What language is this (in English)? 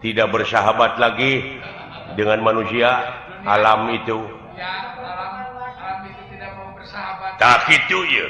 Sundanese